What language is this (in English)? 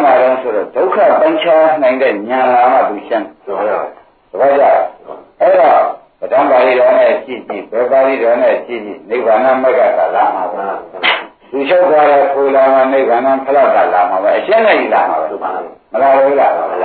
Burmese